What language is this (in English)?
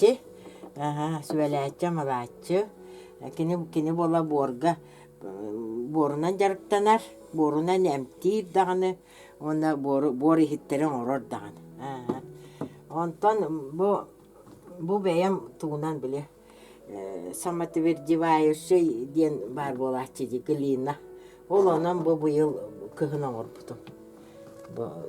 Yakut